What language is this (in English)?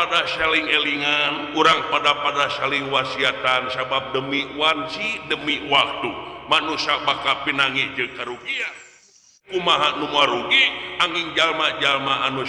Sundanese